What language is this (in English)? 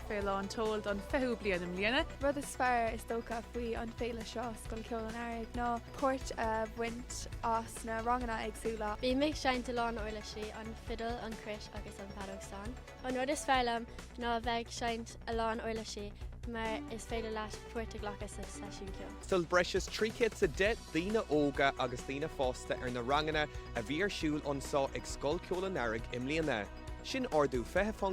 Irish